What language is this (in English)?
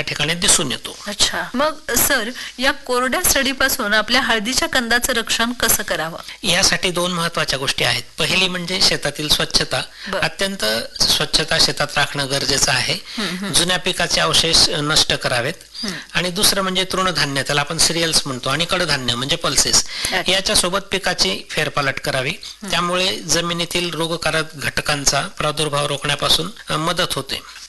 Marathi